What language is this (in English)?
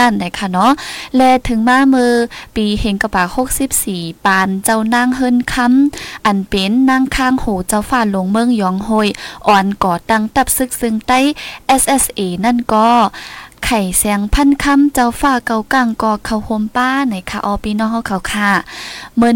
Thai